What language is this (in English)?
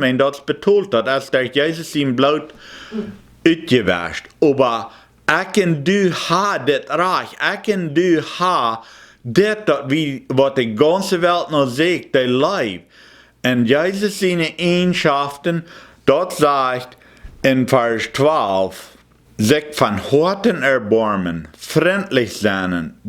Plautdietsch